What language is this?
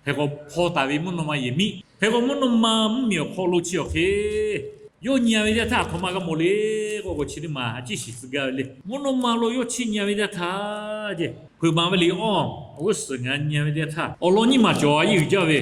Lahu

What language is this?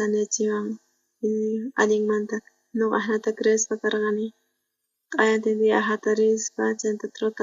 South Bolivian Quechua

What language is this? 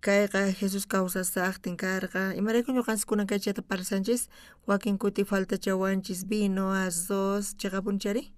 South Bolivian Quechua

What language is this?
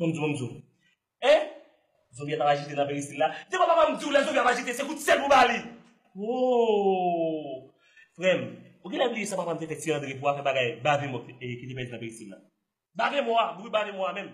Haitian Creole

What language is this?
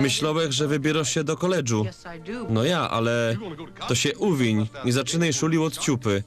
Silesian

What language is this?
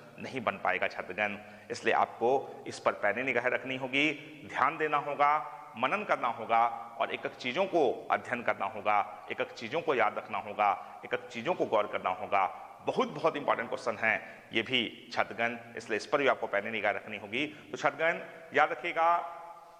Hindi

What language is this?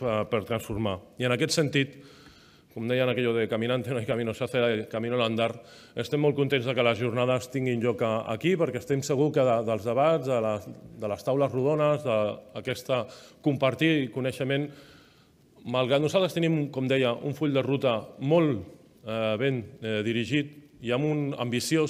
Catalan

